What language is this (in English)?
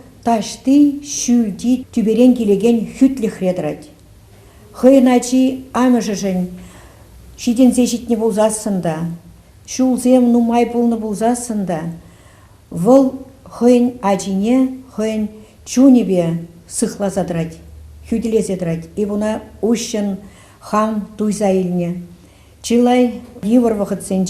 Chuvash